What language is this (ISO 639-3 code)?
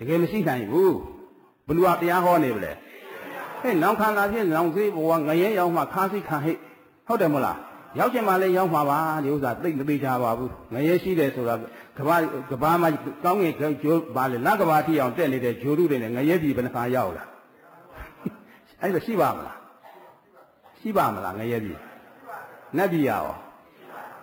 mya